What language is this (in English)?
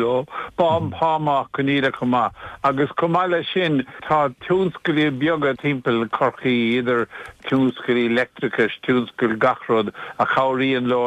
Irish